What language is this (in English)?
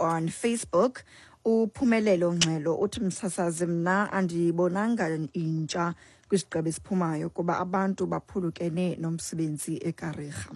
Xhosa